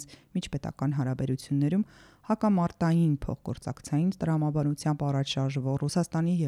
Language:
Armenian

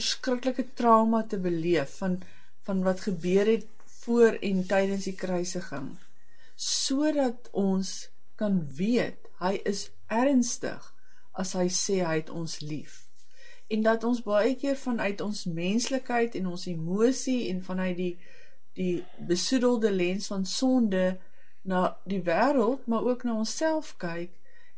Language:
Afrikaans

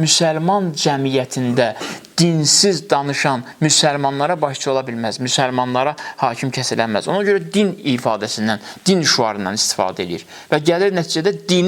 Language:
Azerbaijani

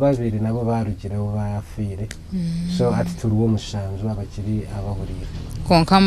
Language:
Nyankole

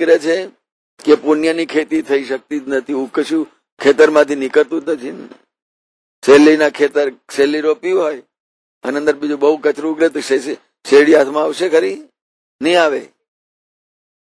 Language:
Gujarati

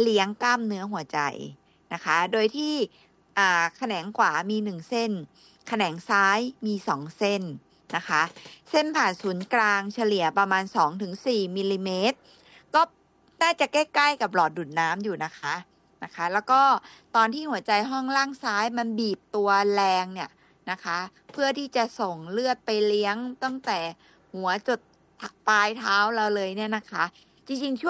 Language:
Thai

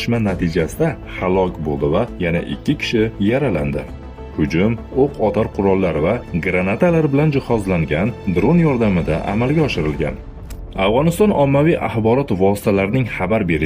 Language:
Uzbek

